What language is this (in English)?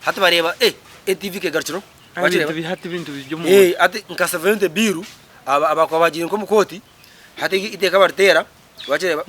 Nyankole